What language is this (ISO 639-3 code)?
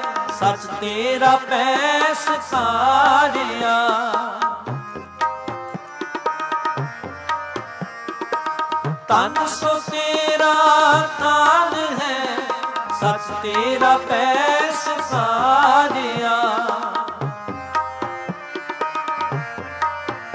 pan